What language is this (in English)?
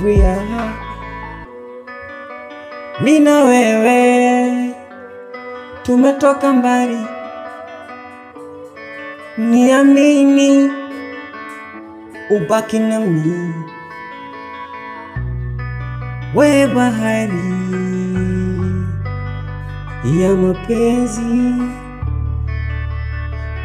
Swahili